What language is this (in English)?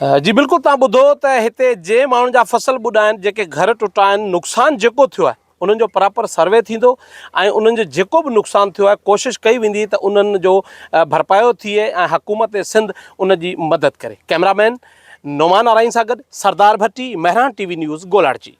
Sindhi